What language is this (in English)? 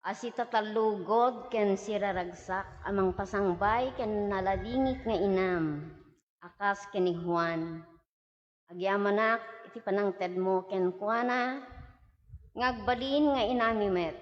Iloko